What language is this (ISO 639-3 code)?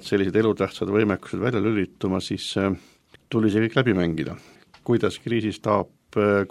est